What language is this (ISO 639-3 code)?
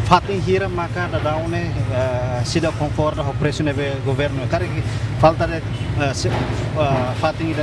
tet